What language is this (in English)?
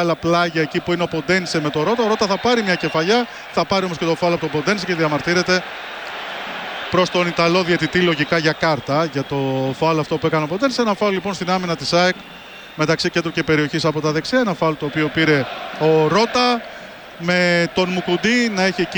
Greek